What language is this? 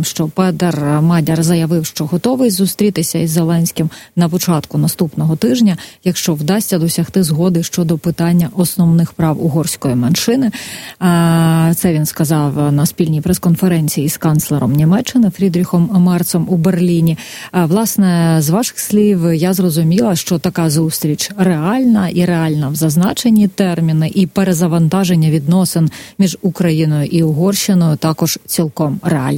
Ukrainian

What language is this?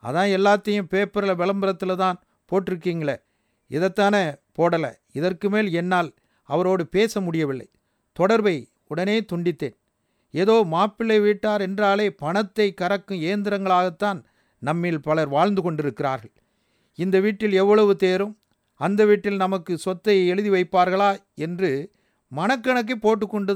Tamil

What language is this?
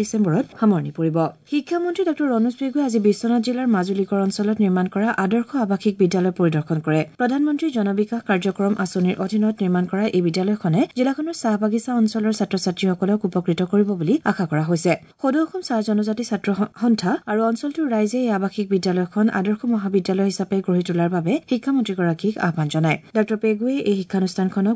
Assamese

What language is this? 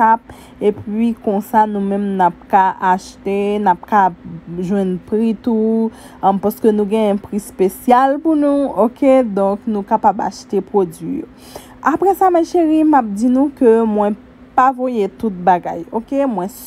Haitian Creole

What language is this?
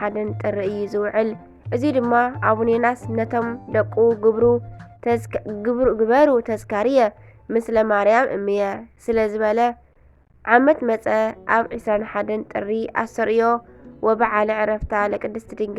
Tigrinya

